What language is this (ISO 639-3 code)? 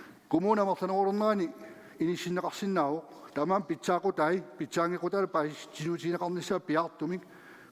kal